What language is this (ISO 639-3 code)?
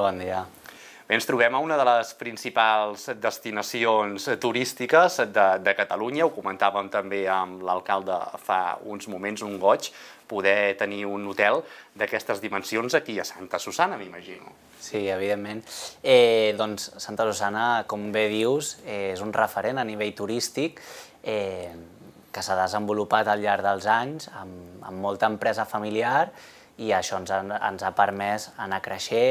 cat